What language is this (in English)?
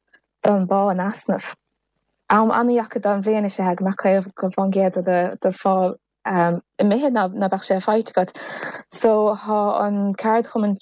Irish